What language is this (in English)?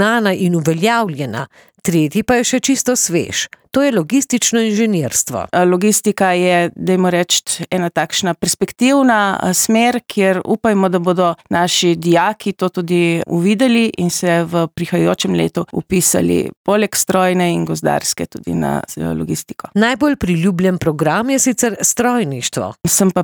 Slovenian